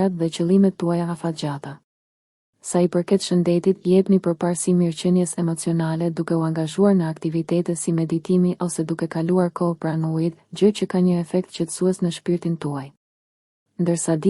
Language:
Albanian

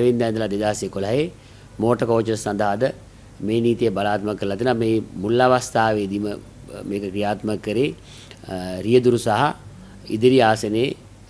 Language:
Sinhala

